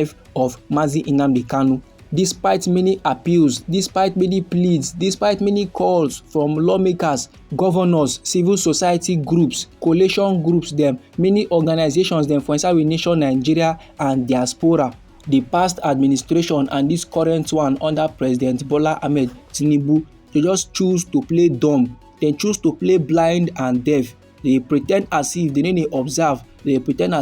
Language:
Nigerian Pidgin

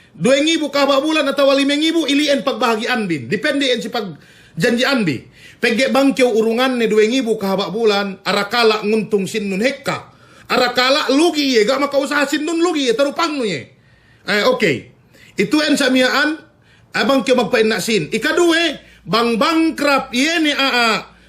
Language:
Yakan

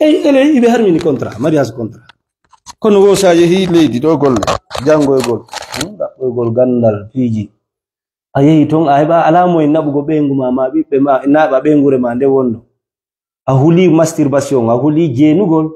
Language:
Fula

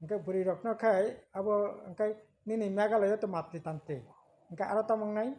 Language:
Kok Borok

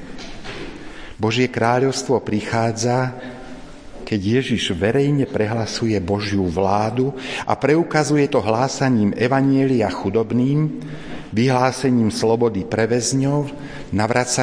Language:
Slovak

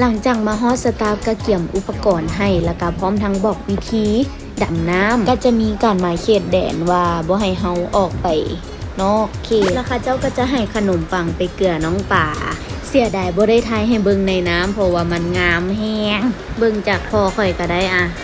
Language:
Lao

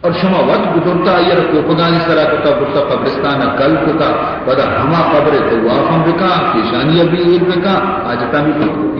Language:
Baluchi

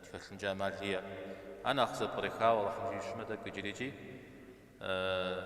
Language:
Kabardian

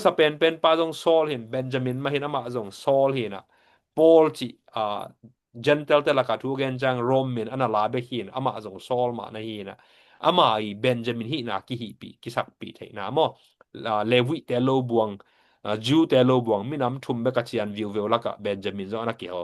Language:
Tedim Chin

